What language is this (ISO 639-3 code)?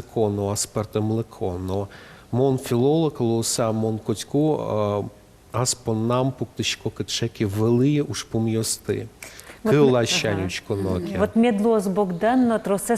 udm